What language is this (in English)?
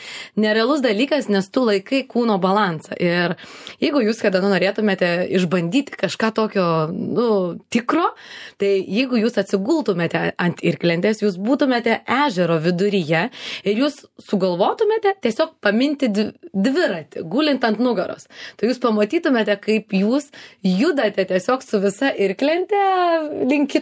Lithuanian